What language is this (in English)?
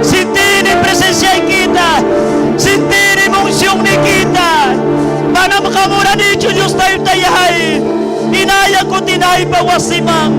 Ayacucho Quechua